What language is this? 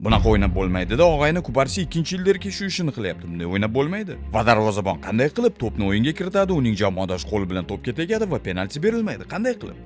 Uzbek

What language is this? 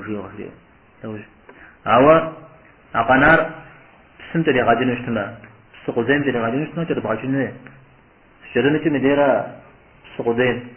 Kabardian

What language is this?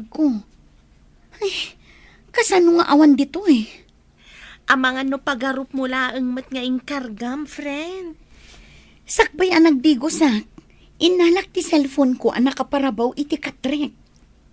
Iloko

